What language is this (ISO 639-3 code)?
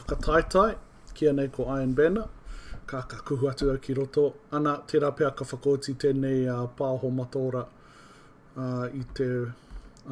mri